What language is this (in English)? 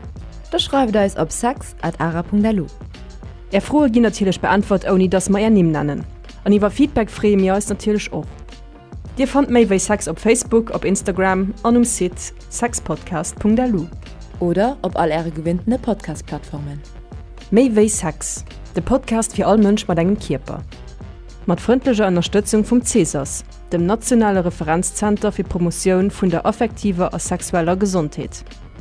Luxembourgish